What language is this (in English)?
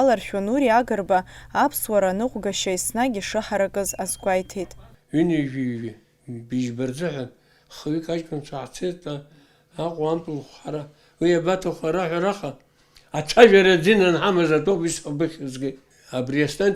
Abkhazian